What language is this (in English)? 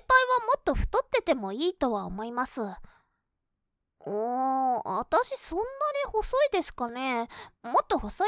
Japanese